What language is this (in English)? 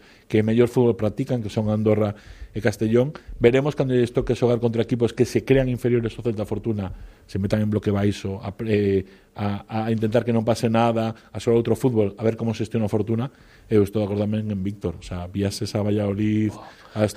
Galician